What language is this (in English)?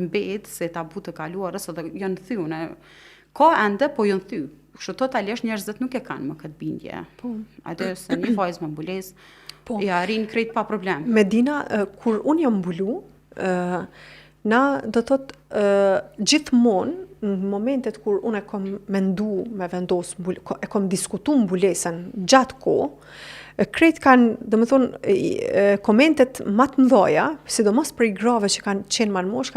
Albanian